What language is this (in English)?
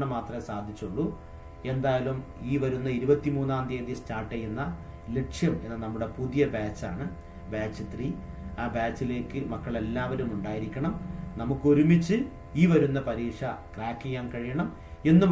Malayalam